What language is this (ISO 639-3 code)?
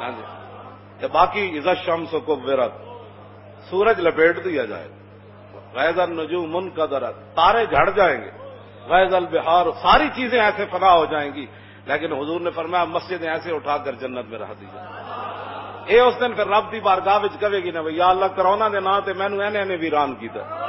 lah